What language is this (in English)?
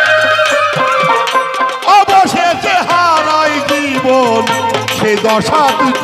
Bangla